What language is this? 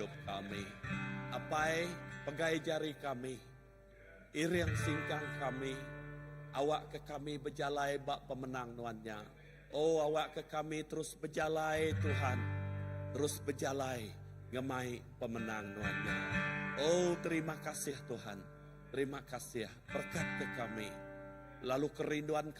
Iban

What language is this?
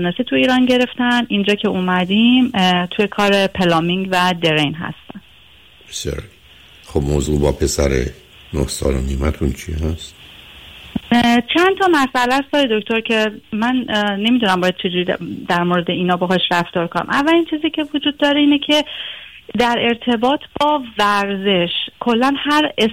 Persian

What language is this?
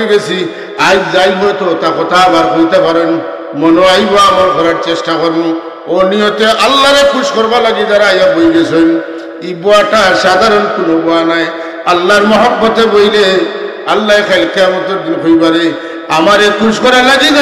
Sylheti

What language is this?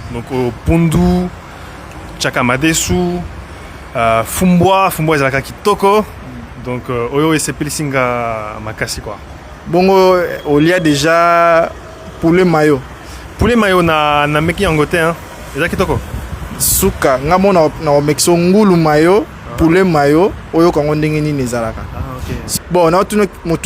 Lingala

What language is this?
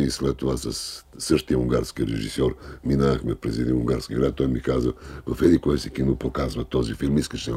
Bulgarian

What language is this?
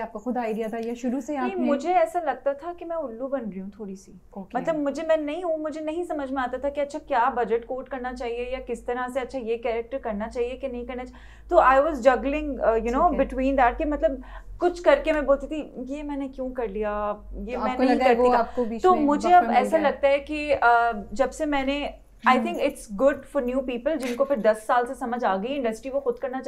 Hindi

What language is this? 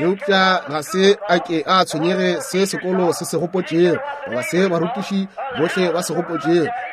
Northern Sotho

